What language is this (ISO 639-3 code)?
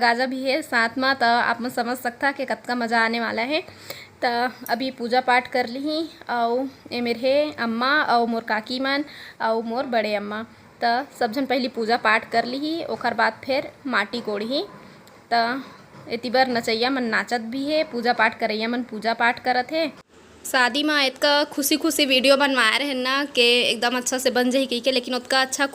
hne